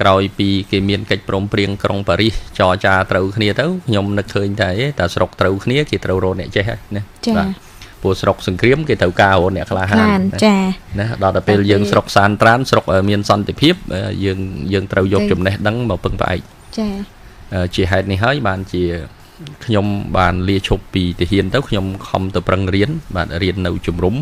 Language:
Khmer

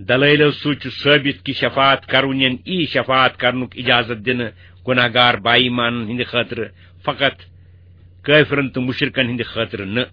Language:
Kashmiri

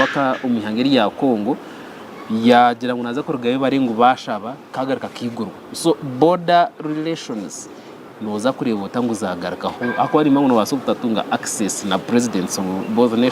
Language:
Nyankole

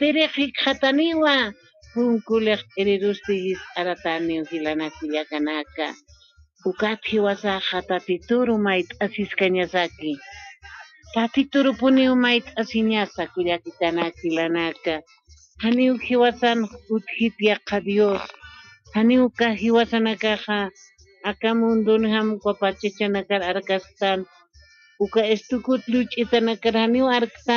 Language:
Aymara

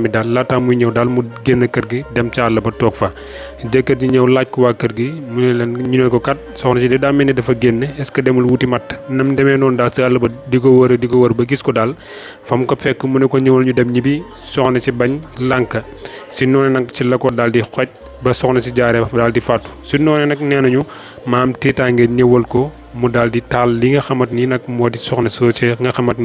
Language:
Wolof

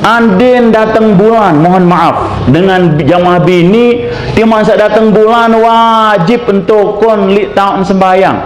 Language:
Sasak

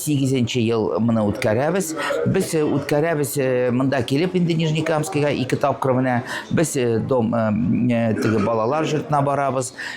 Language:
Tatar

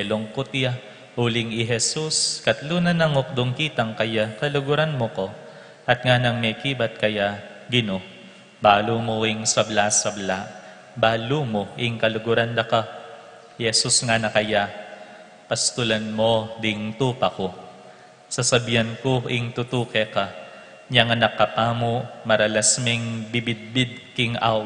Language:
Pampanga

